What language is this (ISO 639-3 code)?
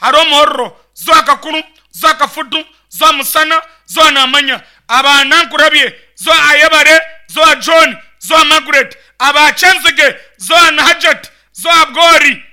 nyn